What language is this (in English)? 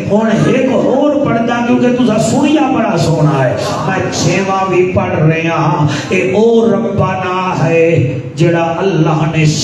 Saraiki